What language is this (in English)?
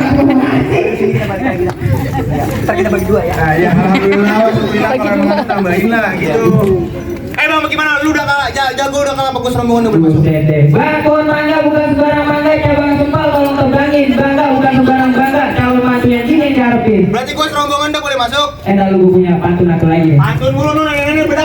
Betawi